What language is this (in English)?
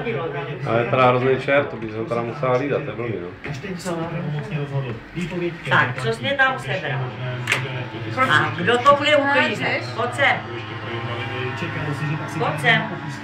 Czech